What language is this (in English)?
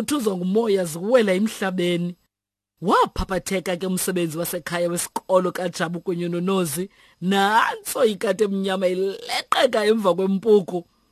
Xhosa